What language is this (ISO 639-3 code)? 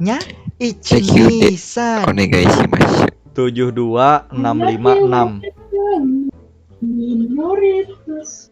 bjn